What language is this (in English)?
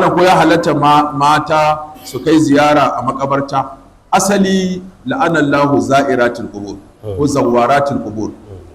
Hausa